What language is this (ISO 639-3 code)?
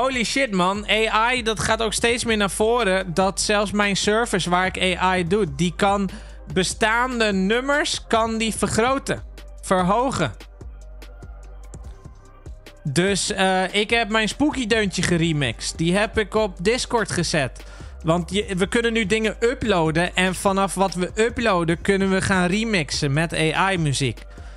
nld